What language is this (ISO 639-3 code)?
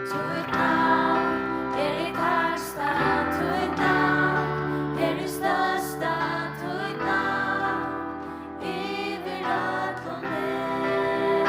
fao